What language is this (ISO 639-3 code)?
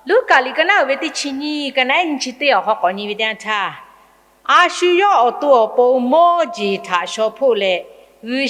lhu